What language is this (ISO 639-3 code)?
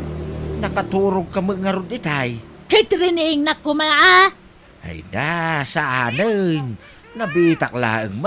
ilo